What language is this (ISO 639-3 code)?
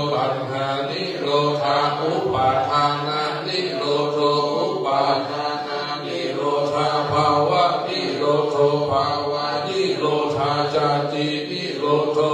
pli